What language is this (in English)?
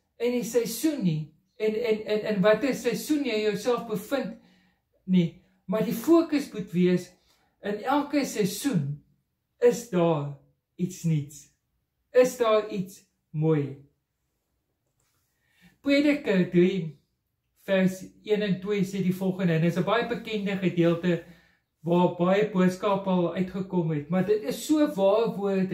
Afrikaans